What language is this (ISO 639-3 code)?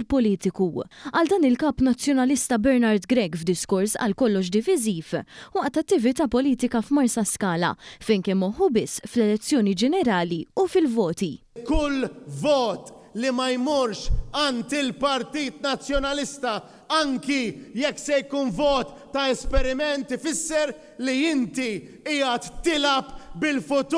mlt